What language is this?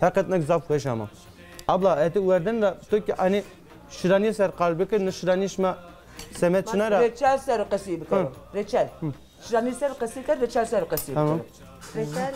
Zaza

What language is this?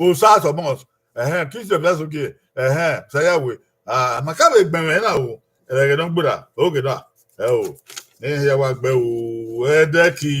Bini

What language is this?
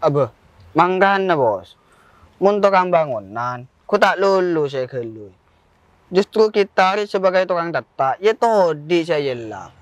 Madurese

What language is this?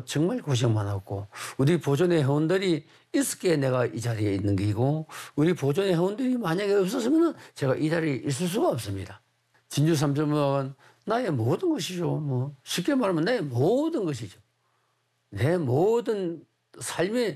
Korean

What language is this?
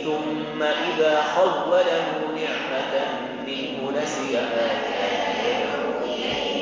Arabic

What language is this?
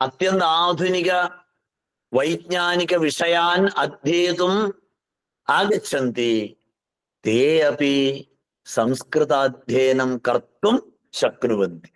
Sanskrit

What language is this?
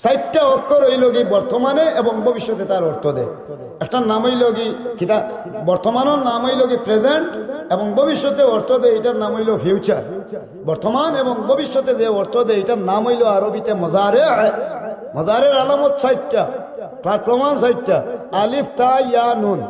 Sylheti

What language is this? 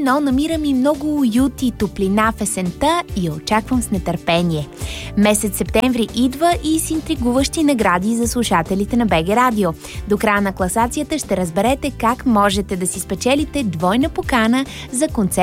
Bulgarian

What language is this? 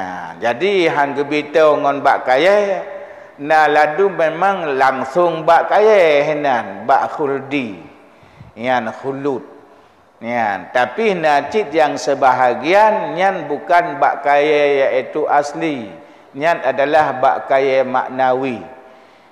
Achinese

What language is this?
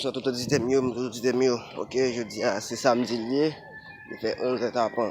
Haitian Creole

